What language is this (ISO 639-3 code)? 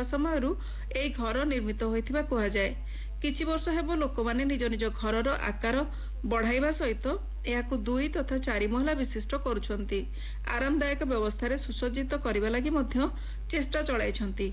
ori